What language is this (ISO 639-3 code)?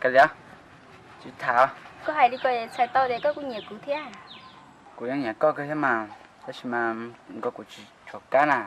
hmn